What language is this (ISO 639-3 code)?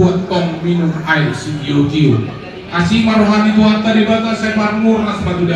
bbc